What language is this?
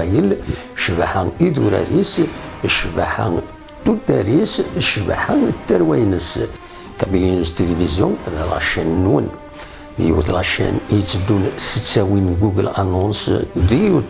Kabyle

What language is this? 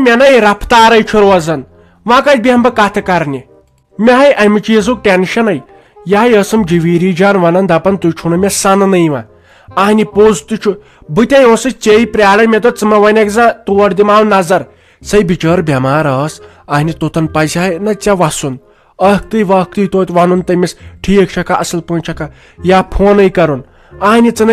Kashmiri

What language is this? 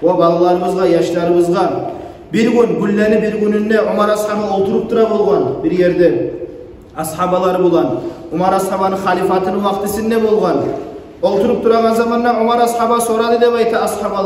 Kumyk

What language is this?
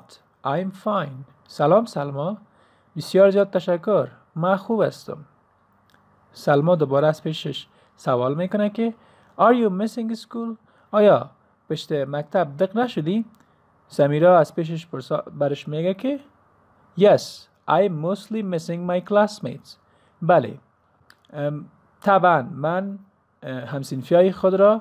Persian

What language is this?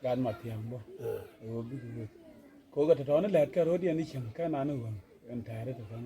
Nuer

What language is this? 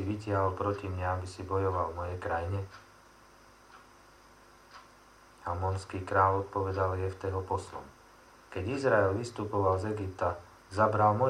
Slovak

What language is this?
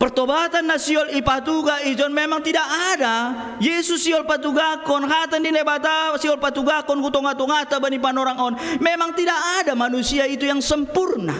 Batak Simalungun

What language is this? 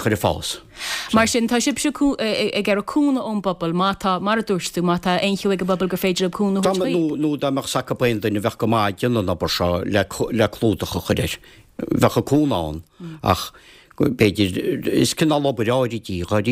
Irish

